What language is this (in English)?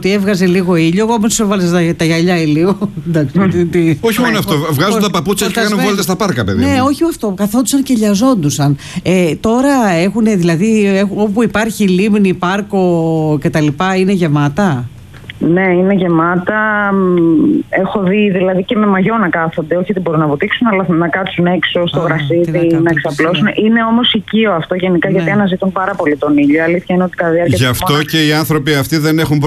Greek